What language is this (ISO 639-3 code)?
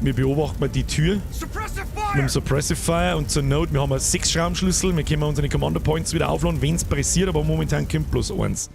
bar